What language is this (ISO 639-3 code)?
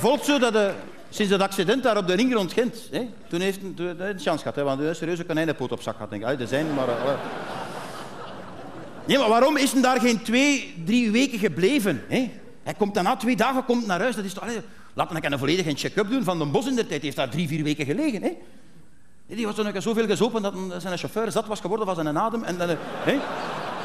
nld